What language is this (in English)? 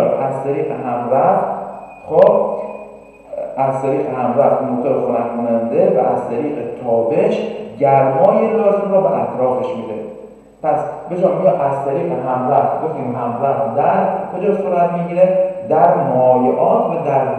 Persian